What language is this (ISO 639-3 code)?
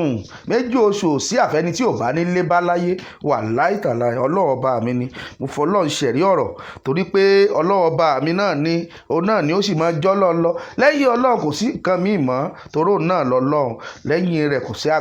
yor